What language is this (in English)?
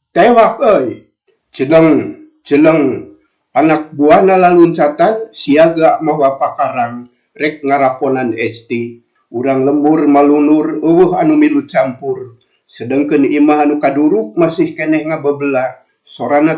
Sundanese